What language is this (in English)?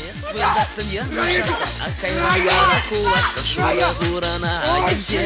Chuvash